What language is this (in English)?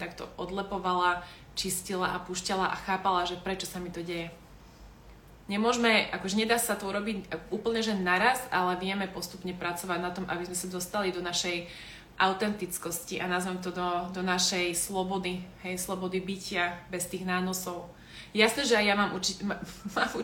Slovak